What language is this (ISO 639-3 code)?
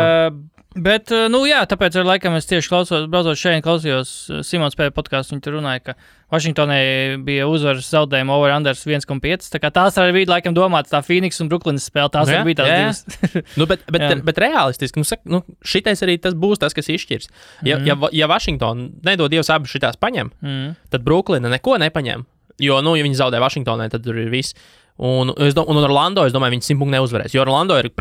lav